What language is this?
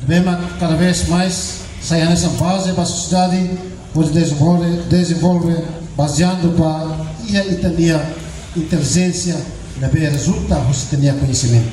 Tetum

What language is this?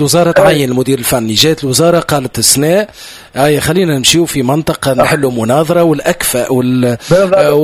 Tunisian Arabic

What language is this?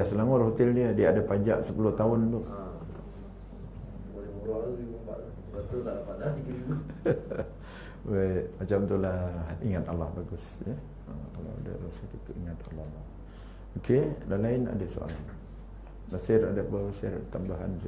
Malay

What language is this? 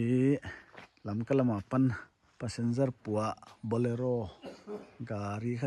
Paite Chin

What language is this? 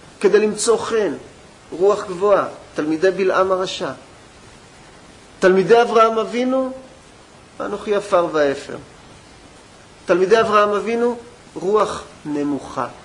Hebrew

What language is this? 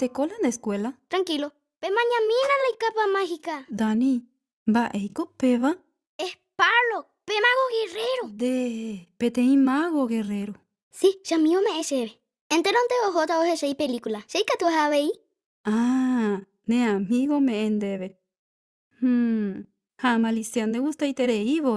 Guarani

